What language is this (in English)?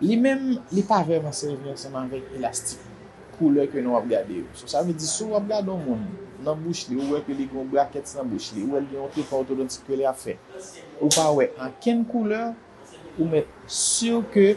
Haitian Creole